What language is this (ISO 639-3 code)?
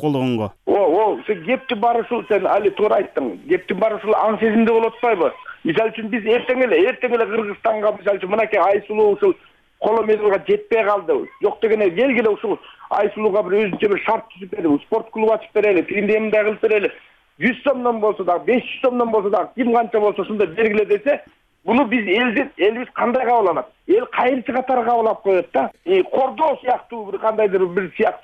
kir